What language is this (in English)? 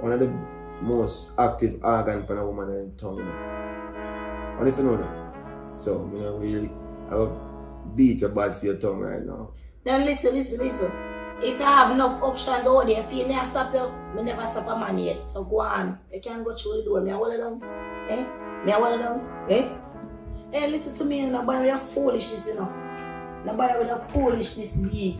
Jamaican Creole English